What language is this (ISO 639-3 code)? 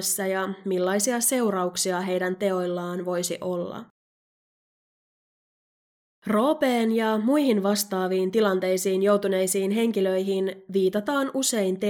fin